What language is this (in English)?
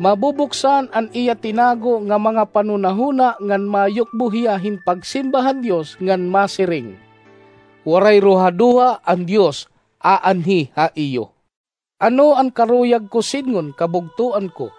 Waray